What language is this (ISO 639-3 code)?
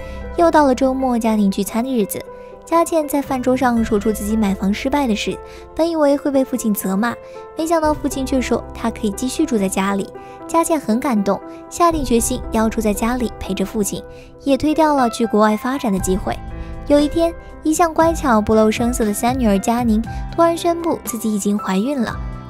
zho